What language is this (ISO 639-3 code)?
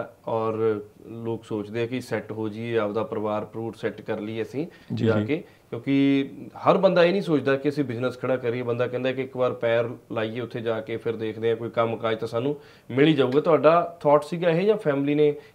pan